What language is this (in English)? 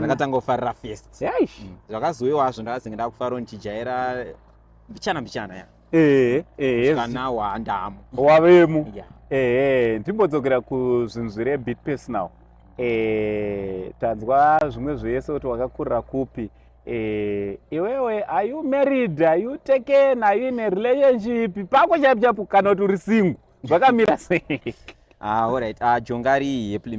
Shona